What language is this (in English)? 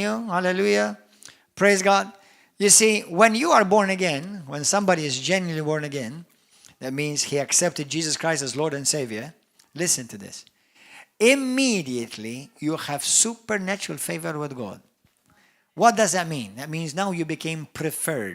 English